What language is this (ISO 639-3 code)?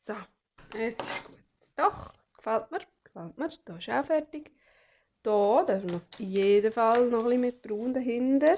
gsw